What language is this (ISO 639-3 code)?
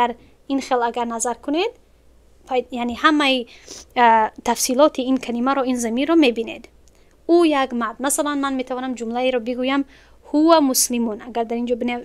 tgk